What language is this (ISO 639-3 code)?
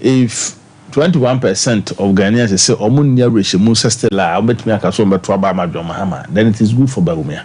aka